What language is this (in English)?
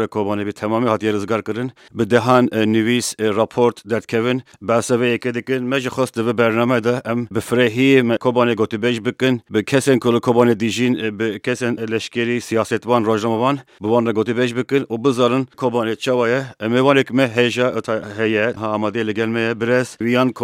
Kurdish